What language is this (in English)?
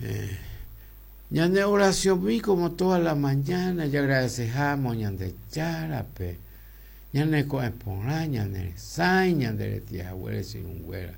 Guarani